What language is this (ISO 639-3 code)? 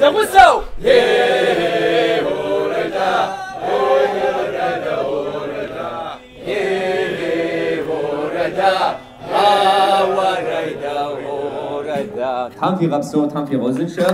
kbd